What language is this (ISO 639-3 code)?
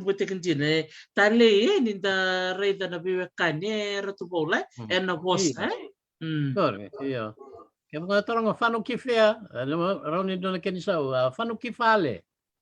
fij